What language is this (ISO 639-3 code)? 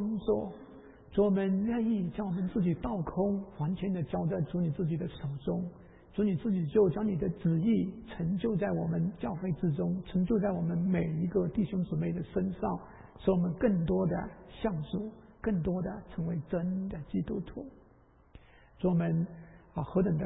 zho